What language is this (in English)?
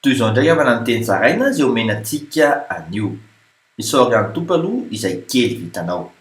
Malagasy